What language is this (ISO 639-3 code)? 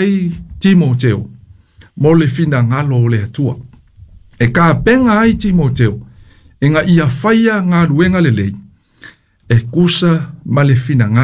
smo